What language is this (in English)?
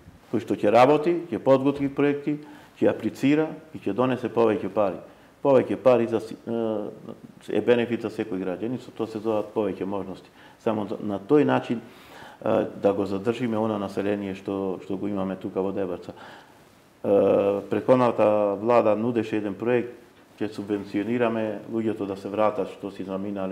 Macedonian